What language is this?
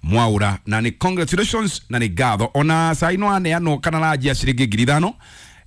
Kikuyu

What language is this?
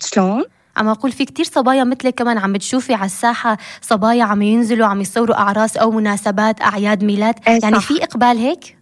North Levantine Arabic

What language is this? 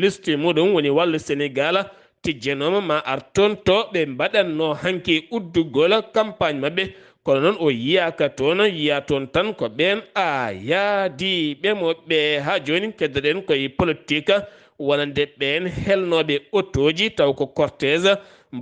Fula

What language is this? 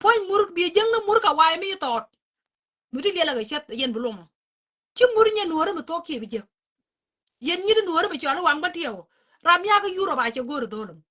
Nuer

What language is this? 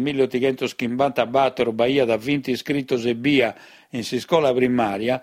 Sardinian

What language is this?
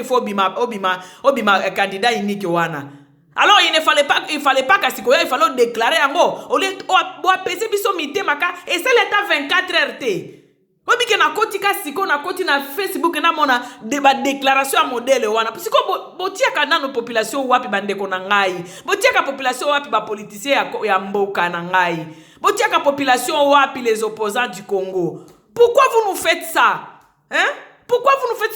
Lingala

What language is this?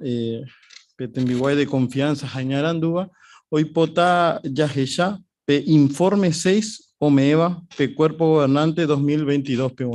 Guarani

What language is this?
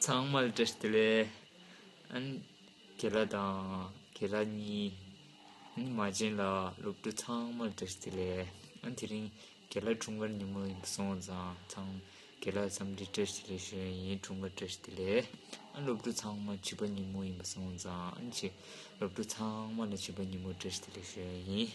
Tibetan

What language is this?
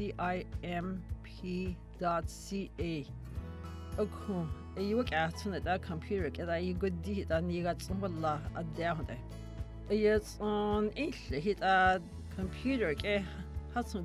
Dogrib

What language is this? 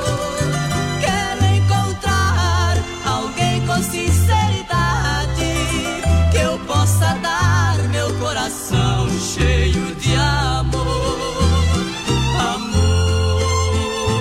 Portuguese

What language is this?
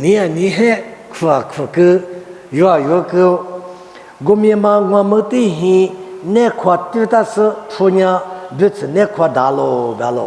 Lisu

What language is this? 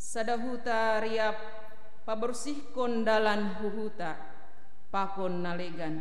Batak Simalungun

